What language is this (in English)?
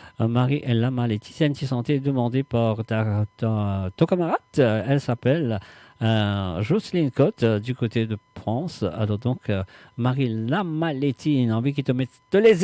Morisyen